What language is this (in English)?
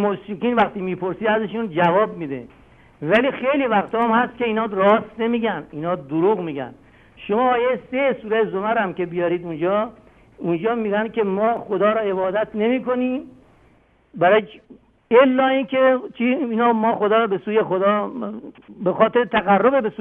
Persian